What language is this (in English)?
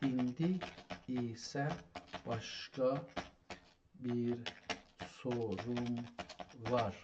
South Azerbaijani